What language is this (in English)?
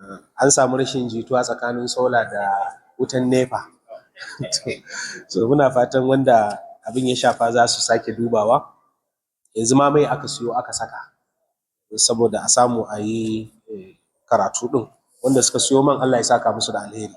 Hausa